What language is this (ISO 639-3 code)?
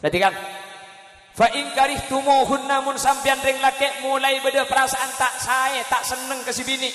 mad